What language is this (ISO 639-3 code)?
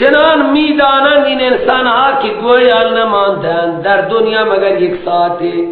fas